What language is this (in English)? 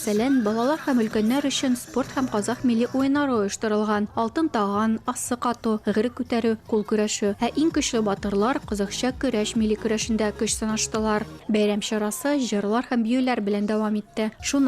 Tatar